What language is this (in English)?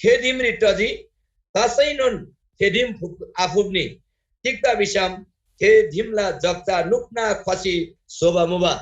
Eastern Tamang